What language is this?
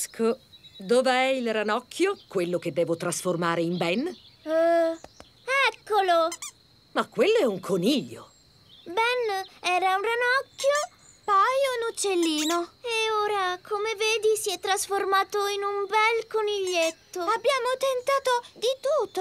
Italian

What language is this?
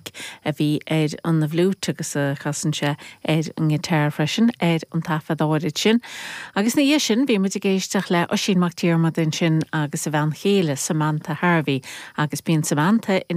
Irish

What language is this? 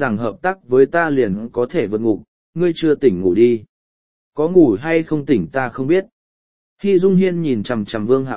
Vietnamese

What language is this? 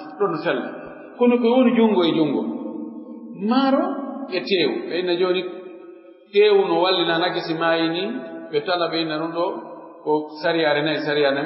Pular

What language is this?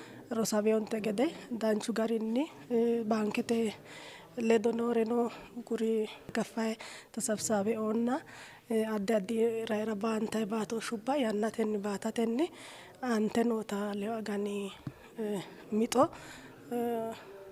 Sidamo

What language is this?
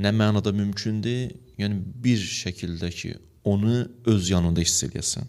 Azerbaijani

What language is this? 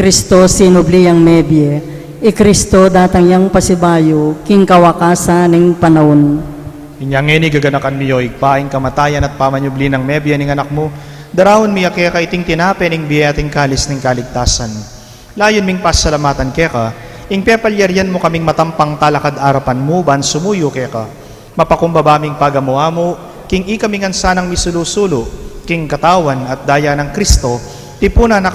Pampanga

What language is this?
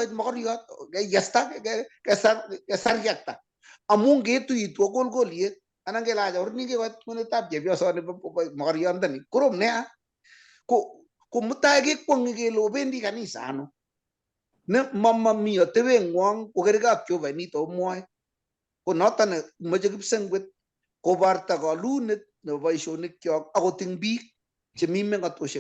Kalenjin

